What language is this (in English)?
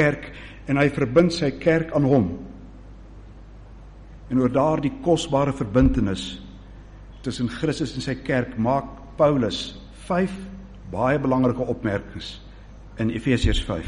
Afrikaans